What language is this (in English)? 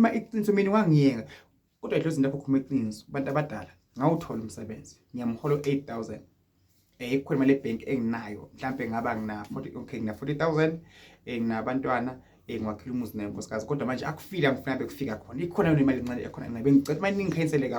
Zulu